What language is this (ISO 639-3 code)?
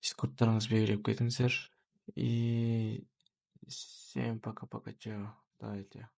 kaz